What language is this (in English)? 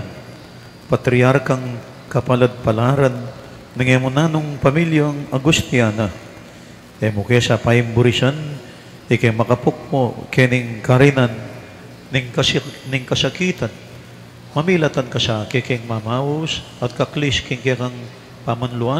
Pampanga